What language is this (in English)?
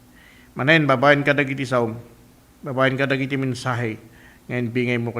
Iloko